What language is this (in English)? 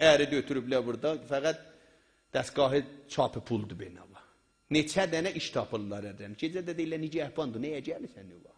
South Azerbaijani